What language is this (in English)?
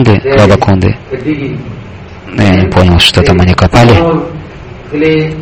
Russian